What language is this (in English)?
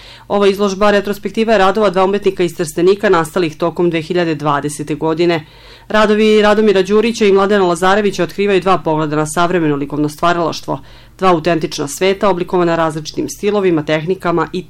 Serbian